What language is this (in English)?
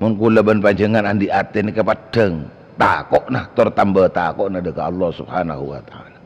Madurese